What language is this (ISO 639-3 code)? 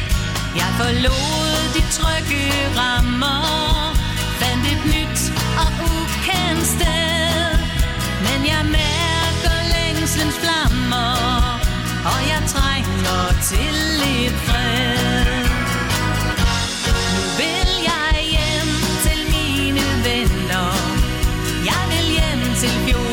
dan